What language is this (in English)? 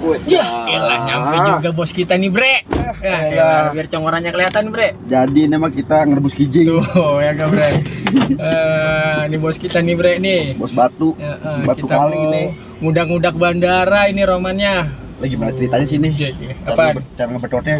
Betawi